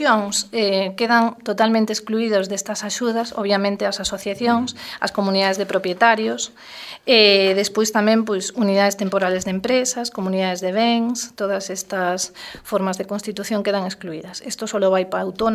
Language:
Galician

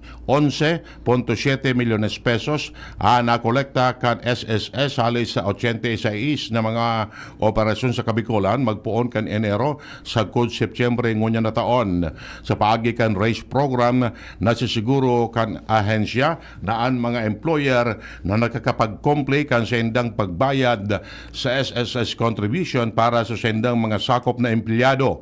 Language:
Bikol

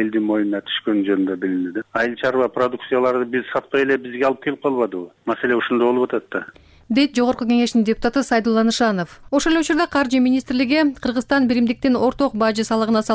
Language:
Kyrgyz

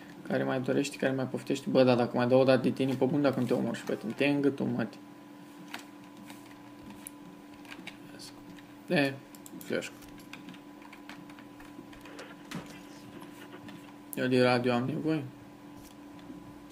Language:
Romanian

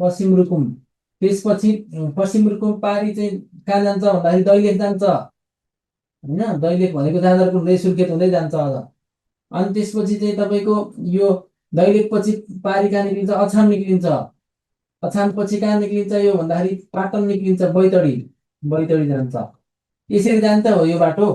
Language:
Nepali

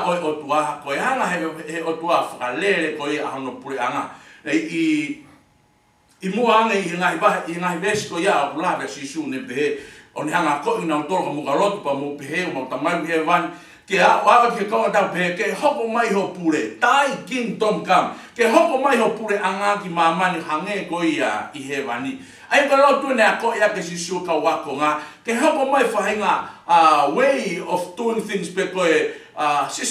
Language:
Tongan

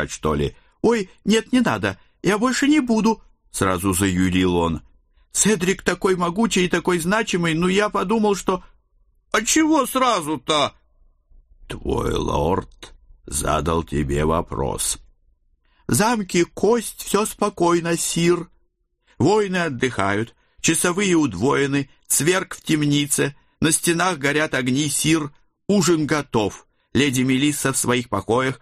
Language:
Russian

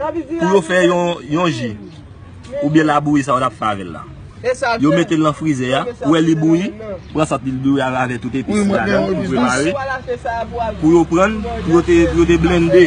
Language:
Haitian Creole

